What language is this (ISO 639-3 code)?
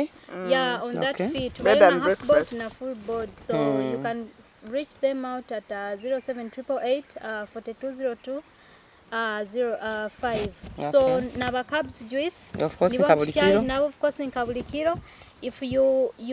nyo